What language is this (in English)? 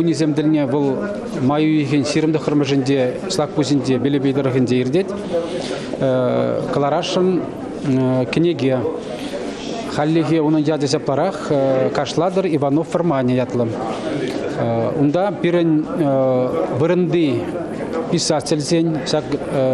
Chuvash